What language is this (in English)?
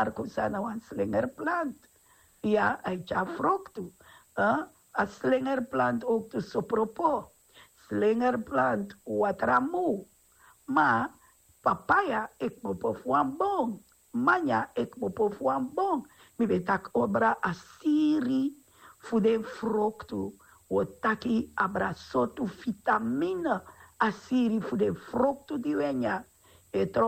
Sranan Tongo